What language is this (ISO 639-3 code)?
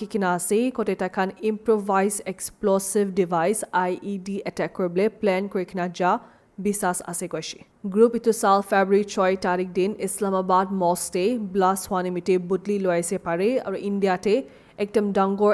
nag